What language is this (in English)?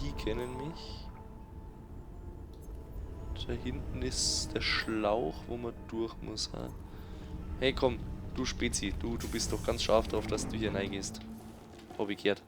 Bavarian